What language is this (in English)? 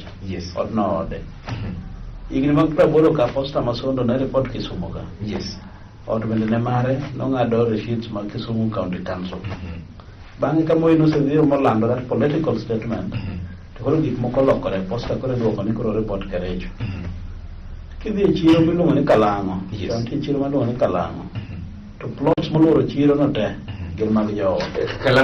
Luo (Kenya and Tanzania)